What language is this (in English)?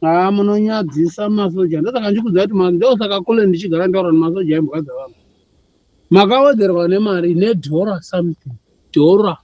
Shona